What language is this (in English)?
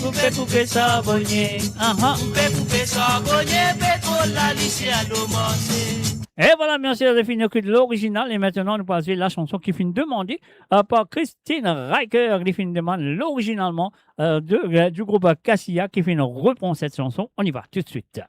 Morisyen